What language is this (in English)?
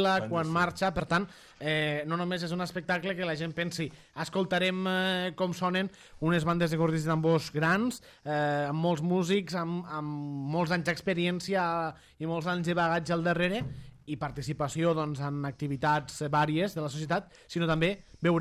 Catalan